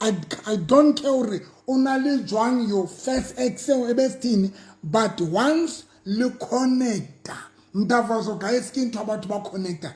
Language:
Southern Sotho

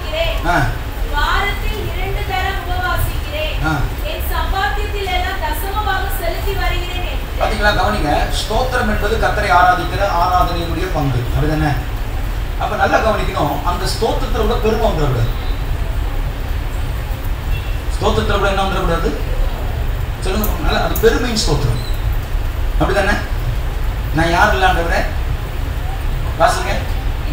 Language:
Tamil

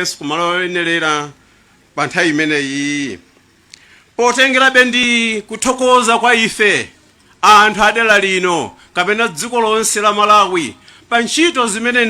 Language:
Nyanja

